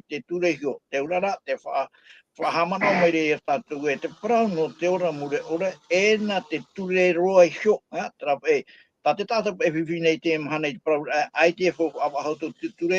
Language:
Tahitian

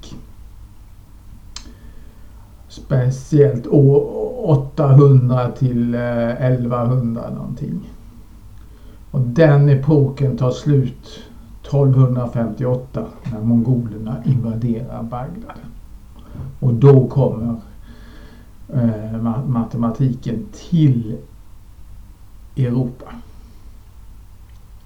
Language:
Swedish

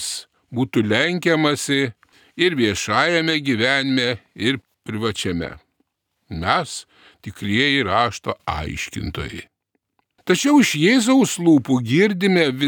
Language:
Lithuanian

